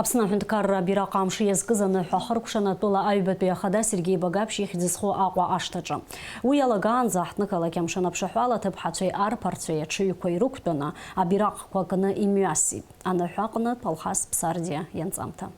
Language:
Abkhazian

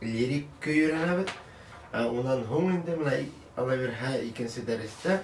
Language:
Bashkir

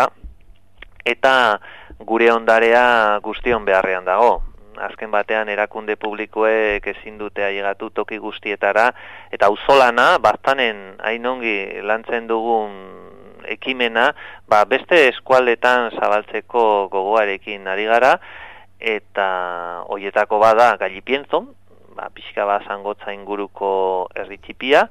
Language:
Basque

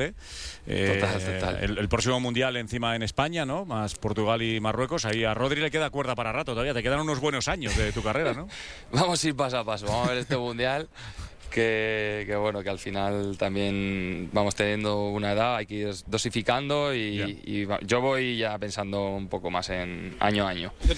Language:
Spanish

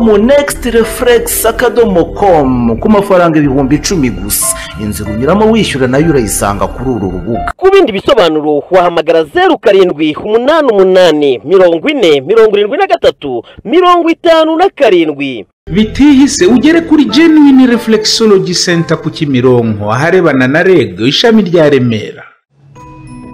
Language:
Kinyarwanda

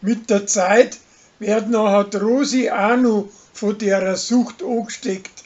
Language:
Bavarian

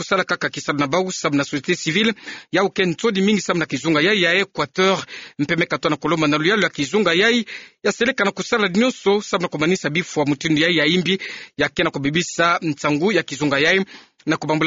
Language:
Kituba (Democratic Republic of Congo)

